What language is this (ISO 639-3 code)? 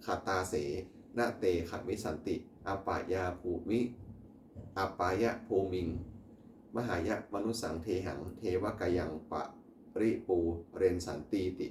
pli